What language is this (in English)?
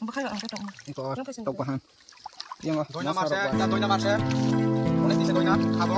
Kok Borok